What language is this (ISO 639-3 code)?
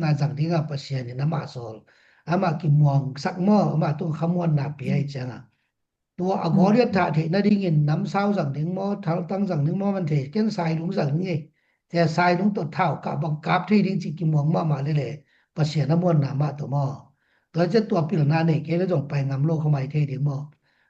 ctd